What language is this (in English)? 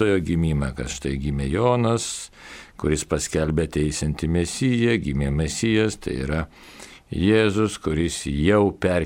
Lithuanian